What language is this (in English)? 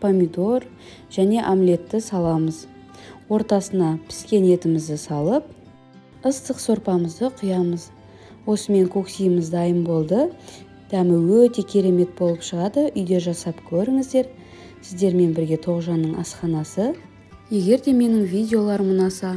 Kazakh